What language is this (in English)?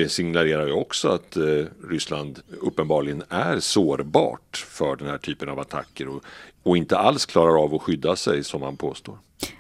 Swedish